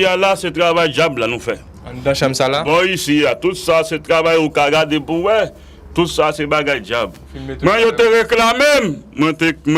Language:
Haitian Creole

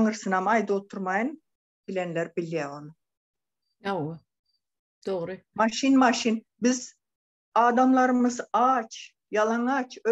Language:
Turkmen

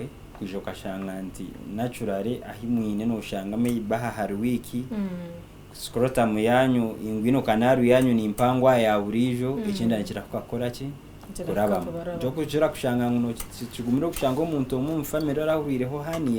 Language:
Nyankole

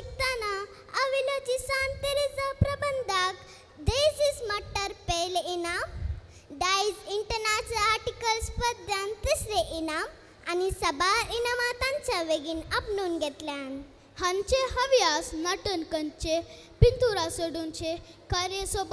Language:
Konkani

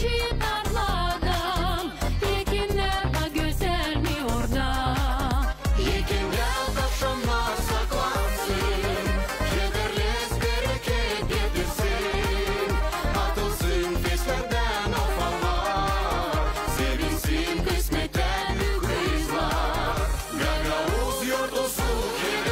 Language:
Gagauz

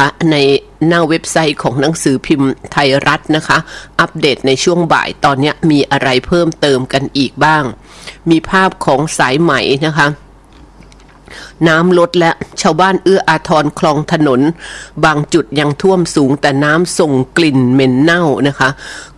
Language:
Thai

